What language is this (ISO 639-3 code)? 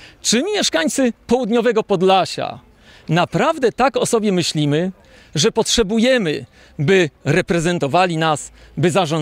pol